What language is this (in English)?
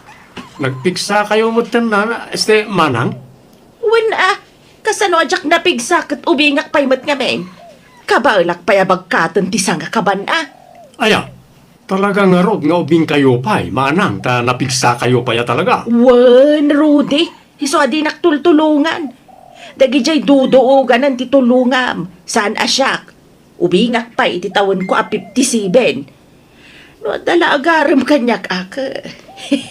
Iloko